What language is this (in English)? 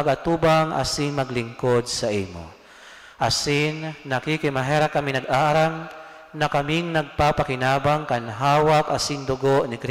Bikol